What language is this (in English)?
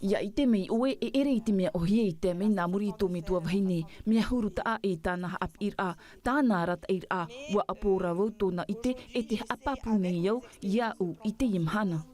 Tahitian